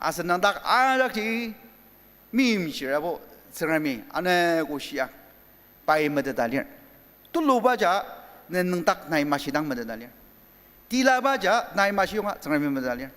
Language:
Ao Naga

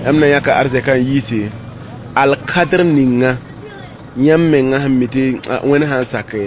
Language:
Mossi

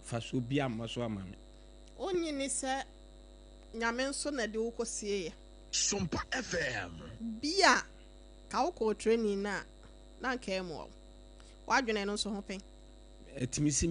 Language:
Akan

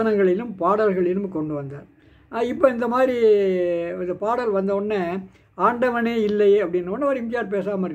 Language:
Tamil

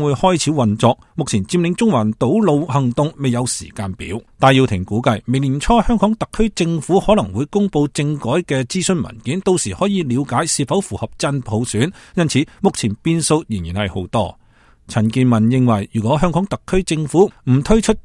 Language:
Cantonese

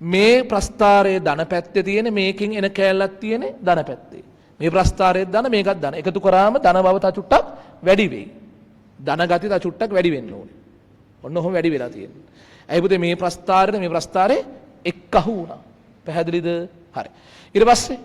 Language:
Sinhala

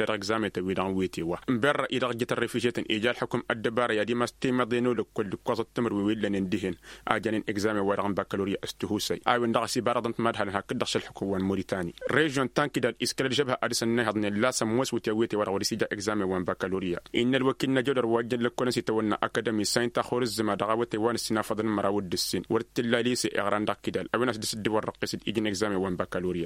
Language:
Tamasheq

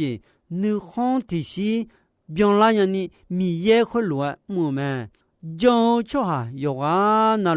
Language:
Akha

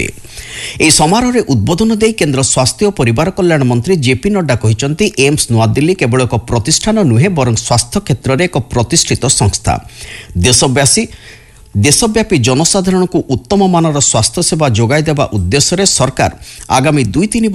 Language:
Odia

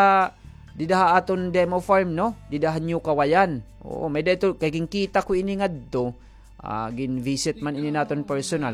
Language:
Waray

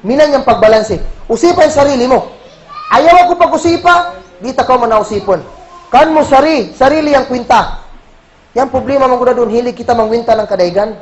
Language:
Kagan Kalagan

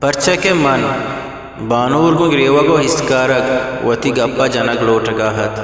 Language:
Eastern Balochi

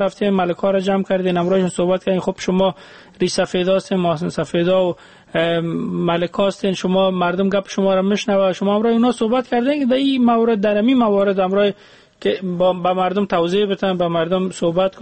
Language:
Persian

